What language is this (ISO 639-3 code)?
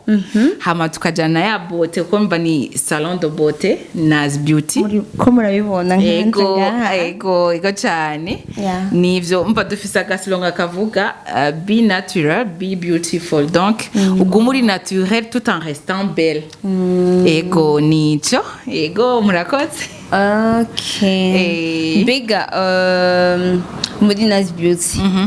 run